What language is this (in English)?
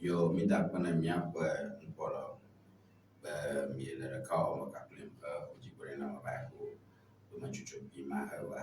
Ewe